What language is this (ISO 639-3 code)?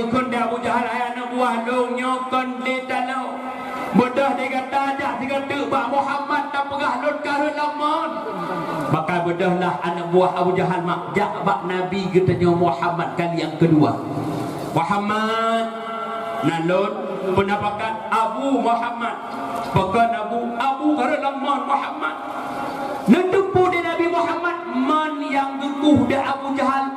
ace